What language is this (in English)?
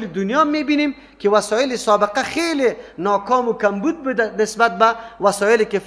Persian